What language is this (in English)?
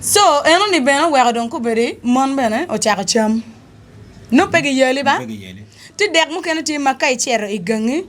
Acoli